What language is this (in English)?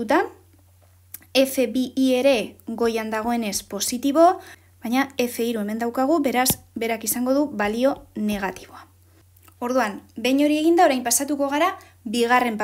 Basque